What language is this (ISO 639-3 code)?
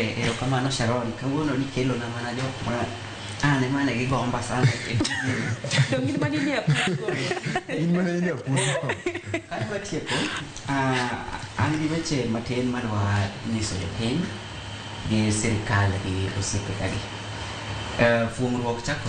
luo